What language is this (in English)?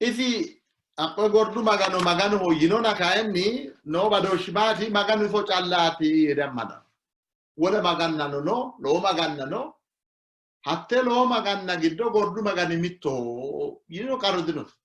Sidamo